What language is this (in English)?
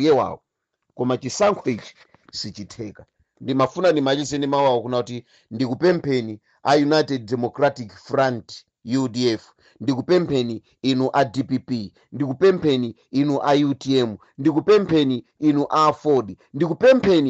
Nyanja